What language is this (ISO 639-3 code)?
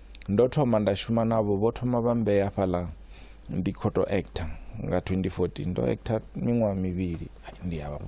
ven